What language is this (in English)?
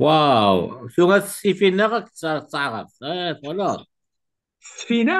Kabyle